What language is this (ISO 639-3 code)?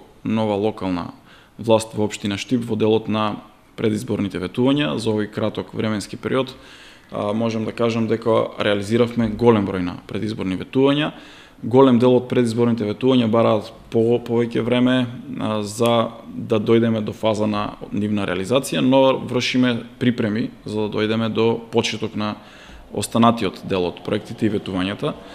mkd